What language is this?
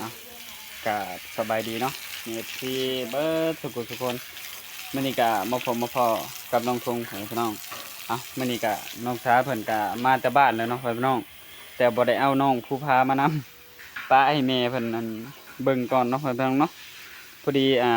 Northeastern Thai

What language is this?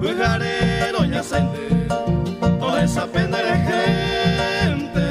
Guarani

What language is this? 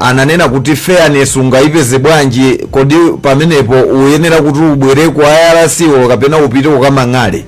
Nyanja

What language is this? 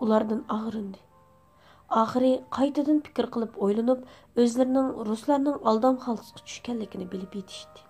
Uyghur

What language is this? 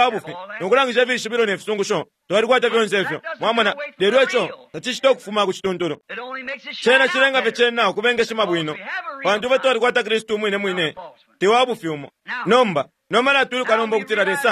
Bemba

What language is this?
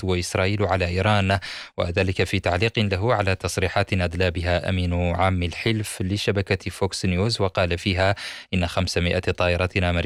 Arabic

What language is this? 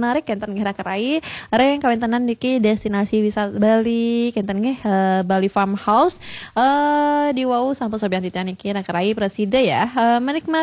Balinese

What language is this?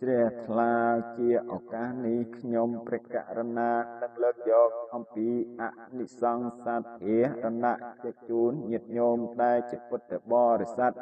Khmer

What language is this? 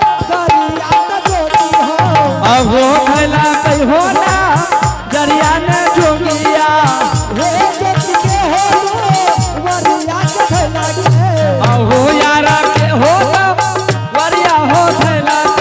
Angika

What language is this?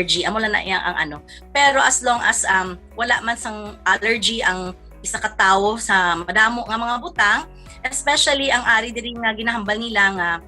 Hiligaynon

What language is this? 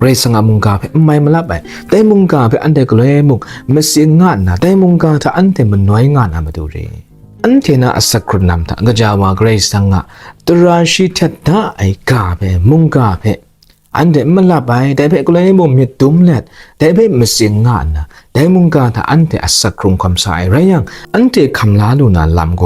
Kachin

